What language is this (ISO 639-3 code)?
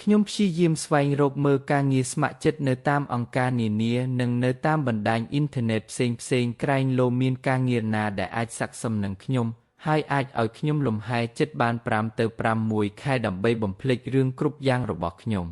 khm